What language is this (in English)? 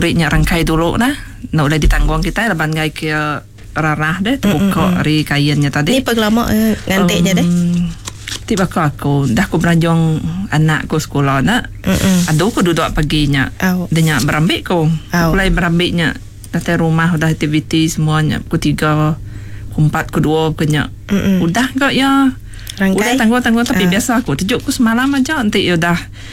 Iban